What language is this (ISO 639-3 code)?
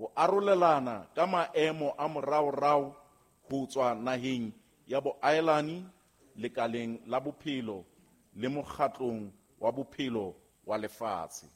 sot